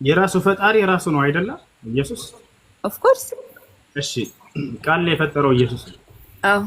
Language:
Amharic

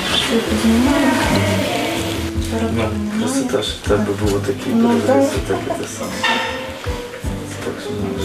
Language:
Ukrainian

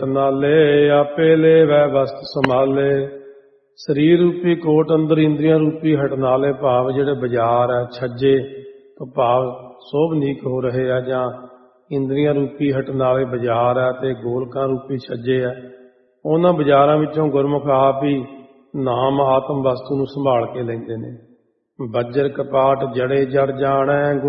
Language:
Punjabi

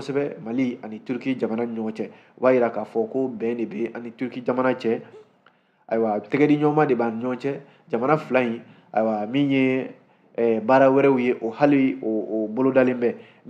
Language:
Bambara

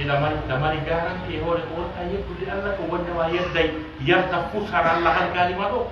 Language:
Fula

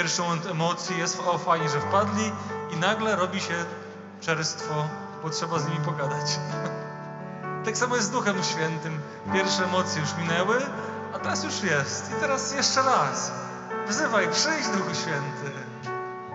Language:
Polish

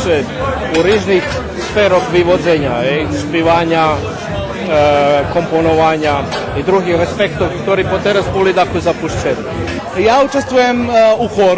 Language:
Rusyn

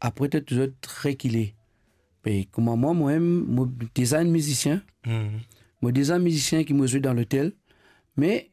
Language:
Morisyen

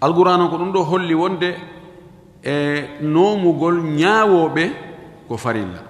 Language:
Fula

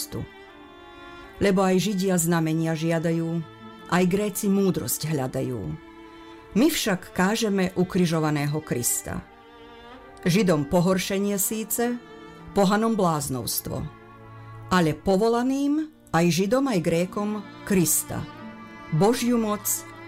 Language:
Slovak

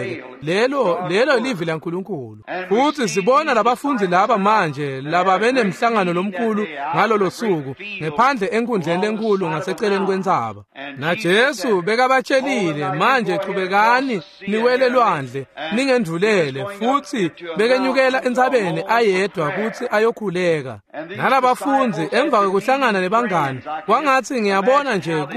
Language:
Swati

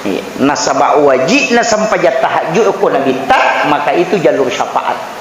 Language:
Buginese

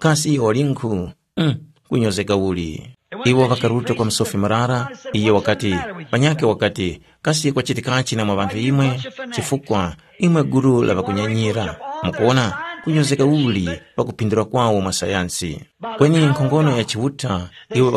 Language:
Tumbuka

